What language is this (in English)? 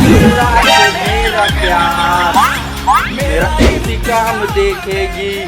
Chhattisgarhi